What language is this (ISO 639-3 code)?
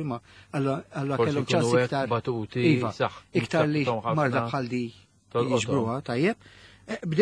mlt